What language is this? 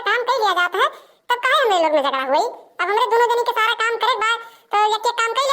Awadhi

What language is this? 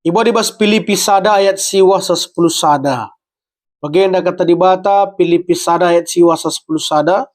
Batak Karo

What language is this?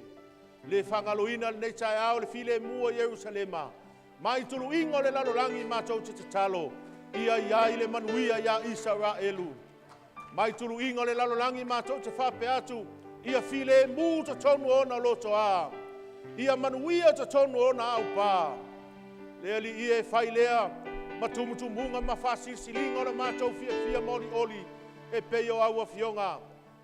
Samoan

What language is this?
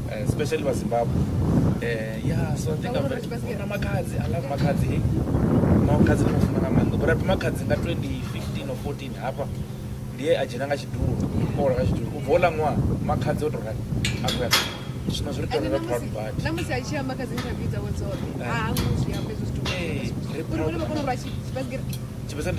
Venda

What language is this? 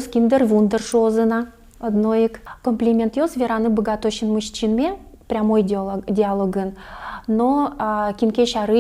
Udmurt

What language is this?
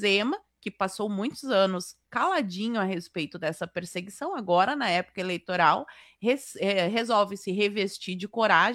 Portuguese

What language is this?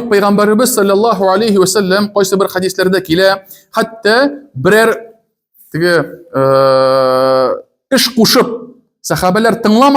Tatar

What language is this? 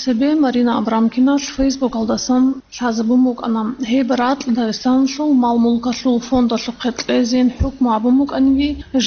Avaric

